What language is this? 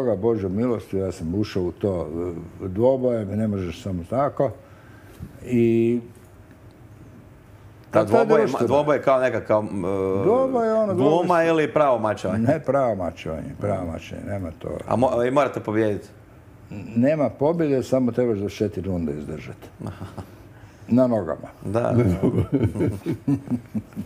Croatian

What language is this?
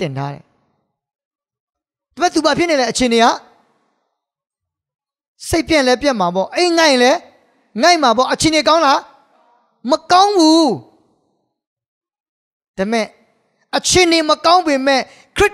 Burmese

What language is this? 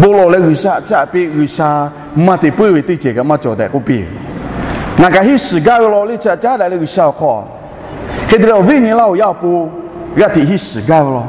Lahu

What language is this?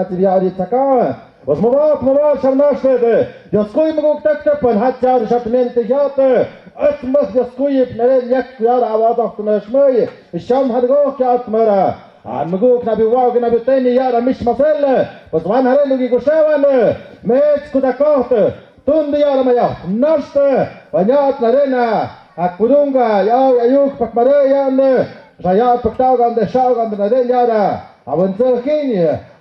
Tlahuitoltepec Mixe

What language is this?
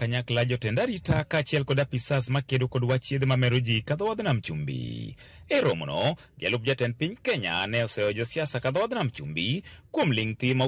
Luo (Kenya and Tanzania)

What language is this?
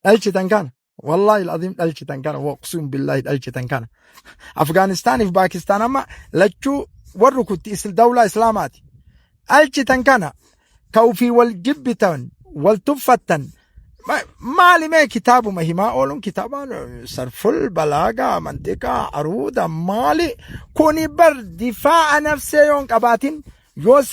Oromo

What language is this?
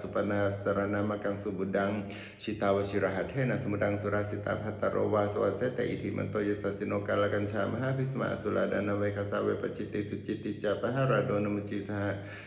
Pali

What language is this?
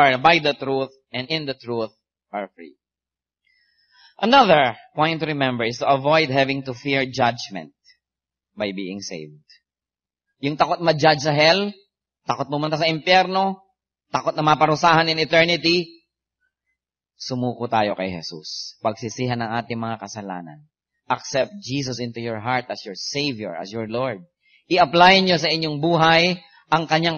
Filipino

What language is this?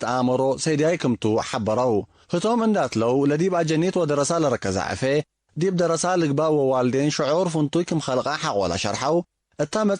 Tigre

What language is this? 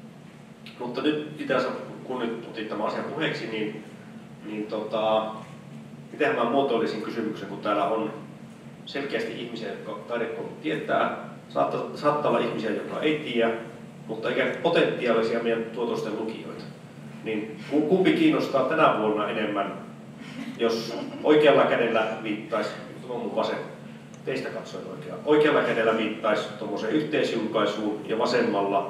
Finnish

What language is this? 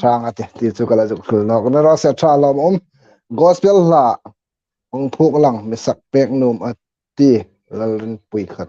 Hmar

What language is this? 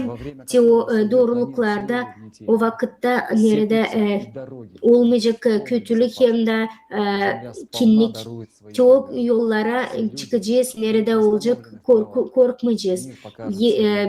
Gagauz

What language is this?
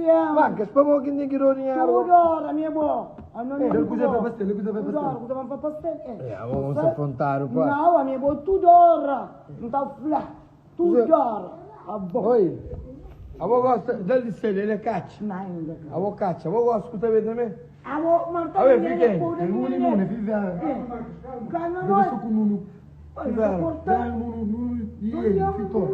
Kabuverdianu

